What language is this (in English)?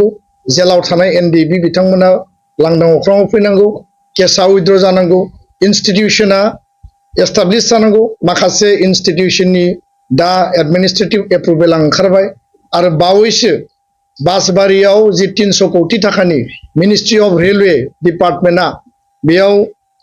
Bodo